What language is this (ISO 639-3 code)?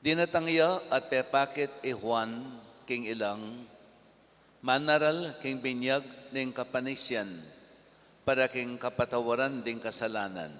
pam